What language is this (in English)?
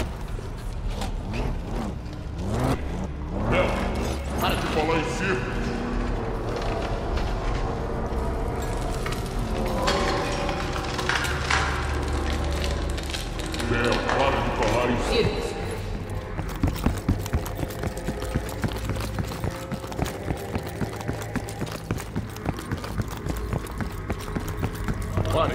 Portuguese